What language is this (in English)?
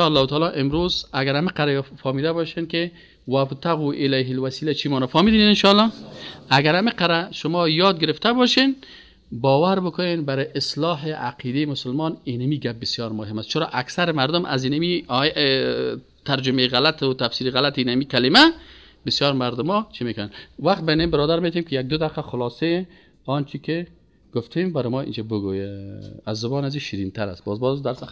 Persian